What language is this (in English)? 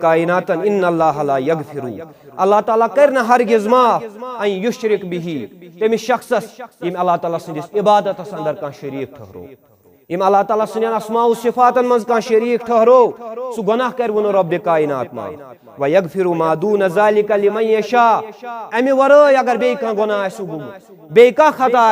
Kashmiri